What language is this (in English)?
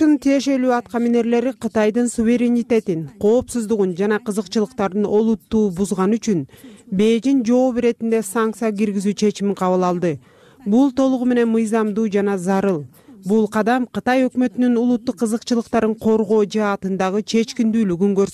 Kyrgyz